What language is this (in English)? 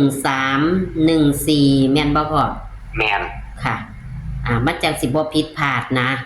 Northeastern Thai